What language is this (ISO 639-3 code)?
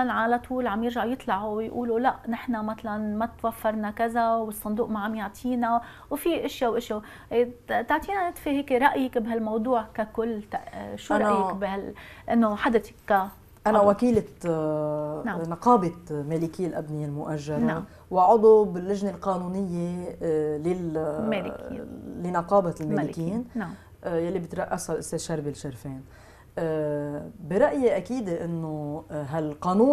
apc